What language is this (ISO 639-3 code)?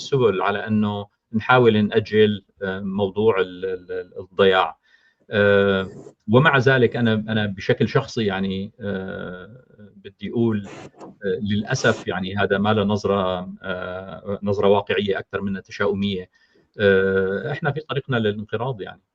apc